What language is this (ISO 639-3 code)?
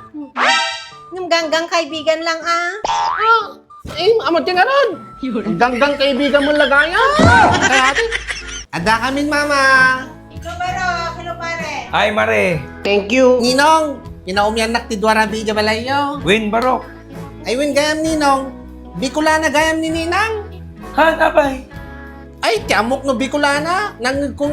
ilo